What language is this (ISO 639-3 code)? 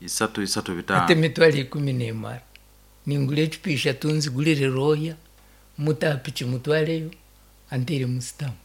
nyn